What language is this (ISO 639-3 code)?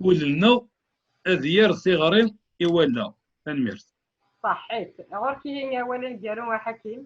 kab